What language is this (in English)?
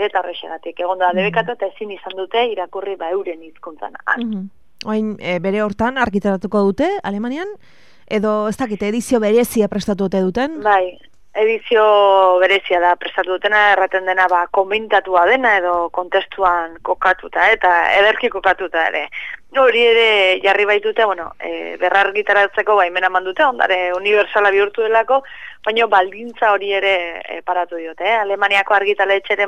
Basque